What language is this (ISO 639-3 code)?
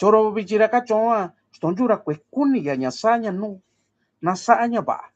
mix